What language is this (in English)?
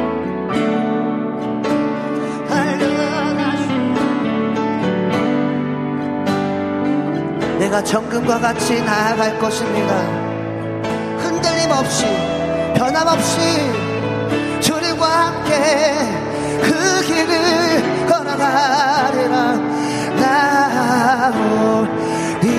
Korean